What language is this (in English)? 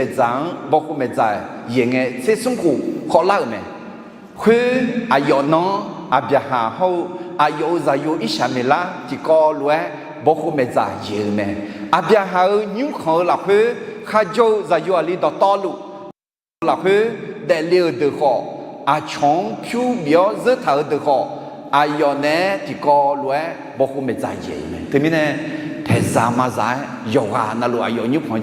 Akha